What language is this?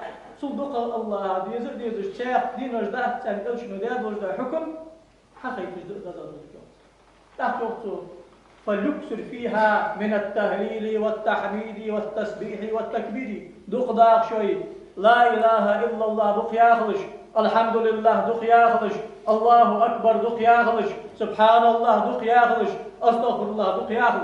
Ingush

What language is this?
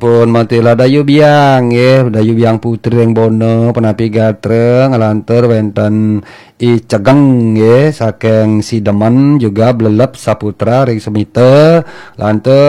Balinese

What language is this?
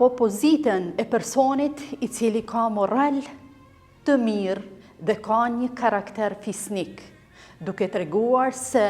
Albanian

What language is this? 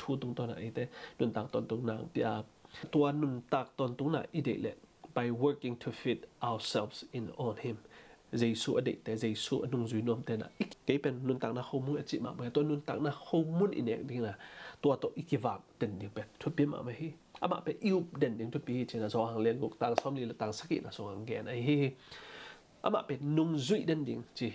Tedim Chin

